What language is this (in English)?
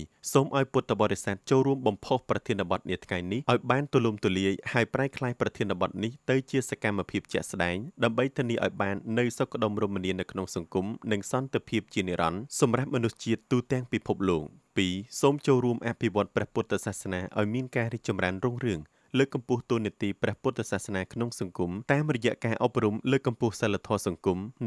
Khmer